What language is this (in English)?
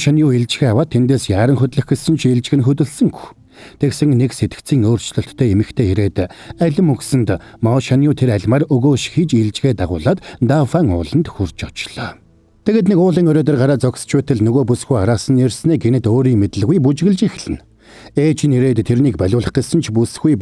Mongolian